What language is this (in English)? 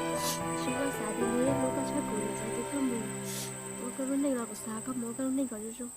Hmong